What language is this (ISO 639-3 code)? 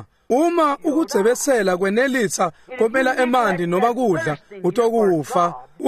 ssw